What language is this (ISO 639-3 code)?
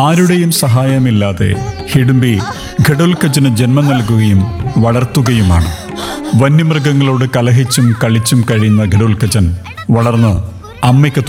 mal